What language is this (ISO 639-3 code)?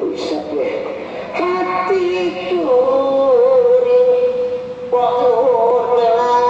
bew